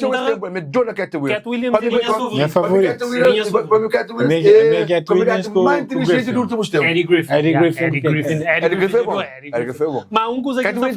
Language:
Kabuverdianu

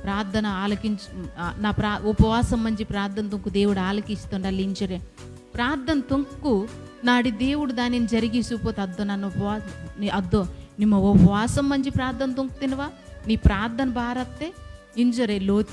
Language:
Koya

